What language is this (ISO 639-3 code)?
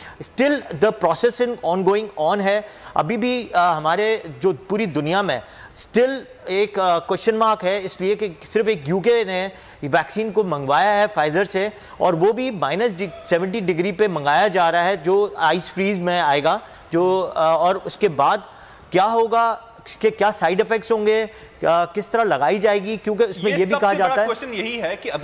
urd